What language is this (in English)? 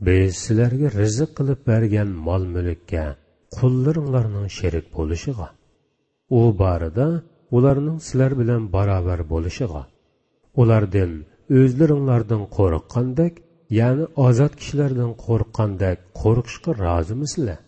Uyghur